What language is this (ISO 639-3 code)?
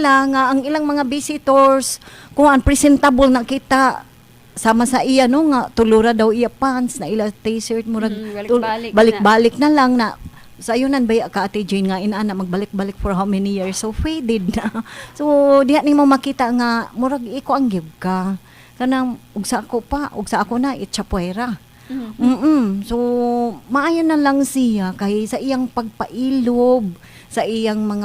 ceb